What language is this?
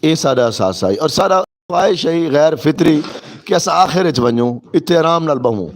Saraiki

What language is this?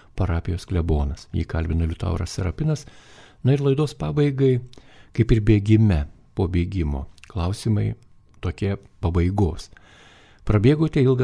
Lithuanian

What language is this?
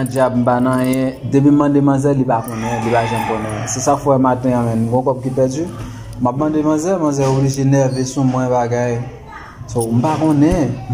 Haitian Creole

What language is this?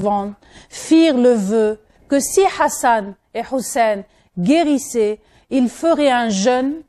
French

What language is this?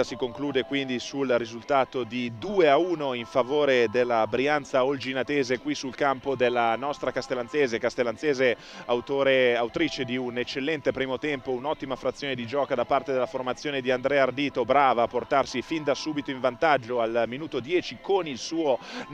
Italian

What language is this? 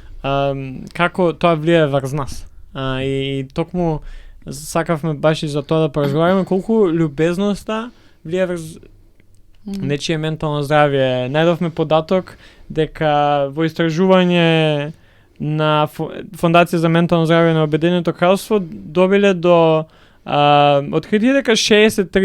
Macedonian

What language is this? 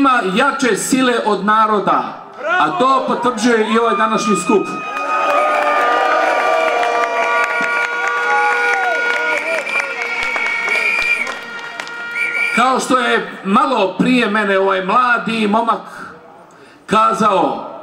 Bosnian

